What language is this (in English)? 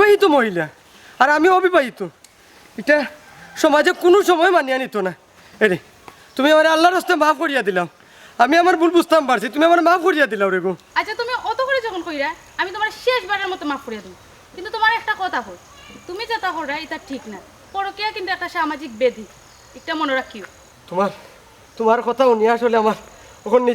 Sylheti